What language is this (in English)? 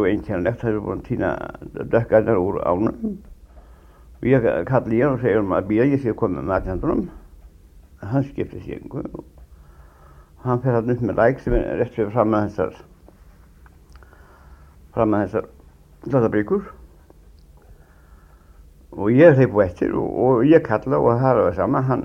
Icelandic